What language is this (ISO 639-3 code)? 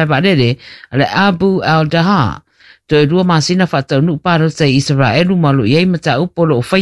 smo